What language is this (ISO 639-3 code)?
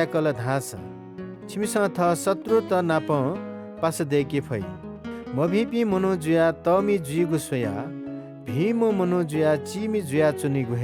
new